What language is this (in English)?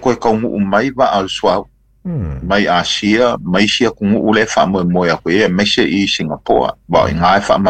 Samoan